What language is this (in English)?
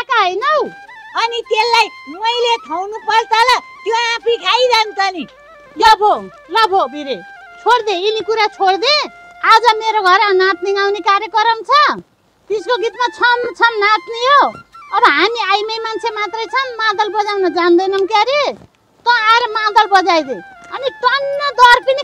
Nepali